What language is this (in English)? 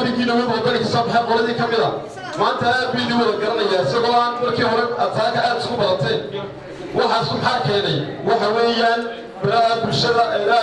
Somali